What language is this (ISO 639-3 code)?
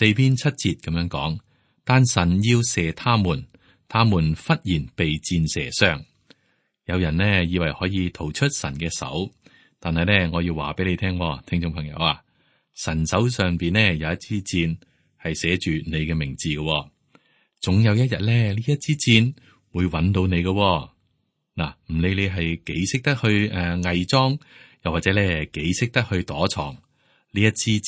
yue